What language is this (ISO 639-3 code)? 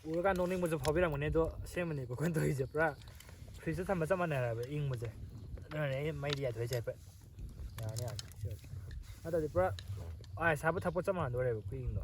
mni